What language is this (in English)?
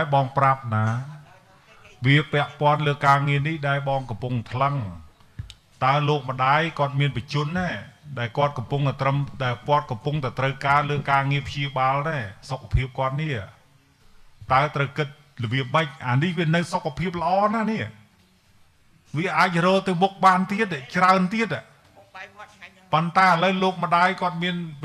Khmer